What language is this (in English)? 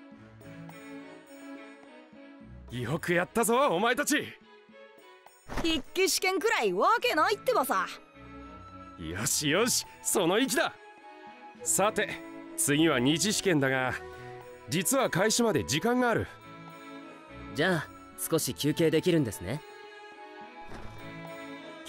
Japanese